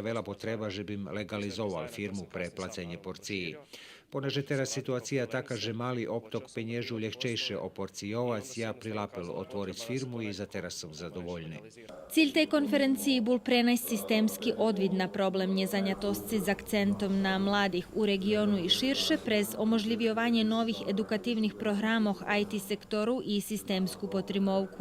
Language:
Rusyn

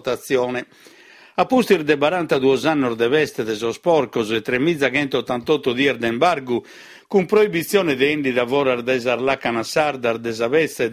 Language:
Sardinian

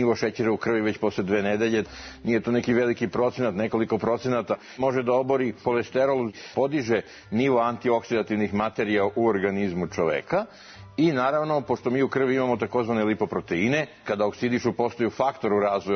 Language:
Serbian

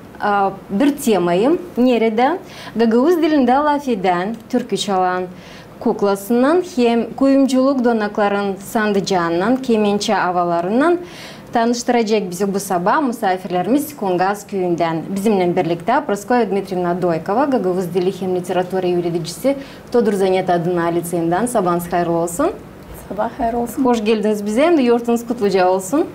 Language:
Gagauz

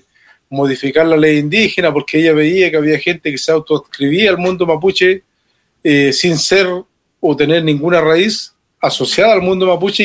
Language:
Spanish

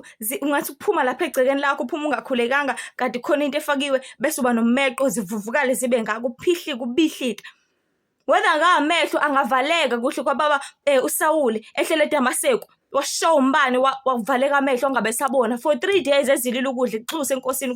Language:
Zulu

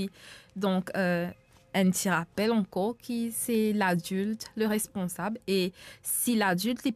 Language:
Morisyen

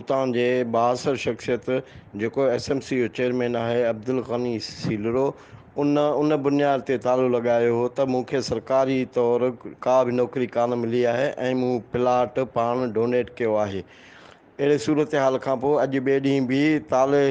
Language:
Sindhi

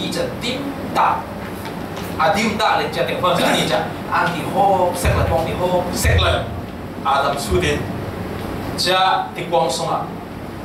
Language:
Falam Chin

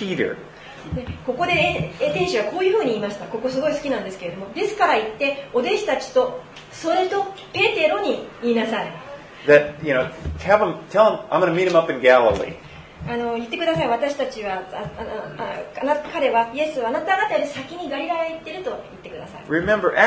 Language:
Japanese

